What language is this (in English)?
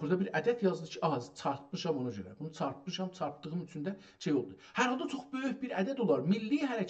South Azerbaijani